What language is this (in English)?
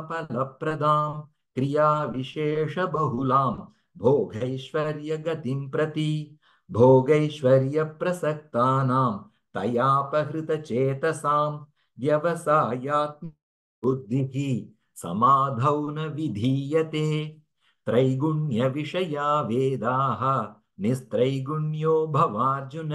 Sanskrit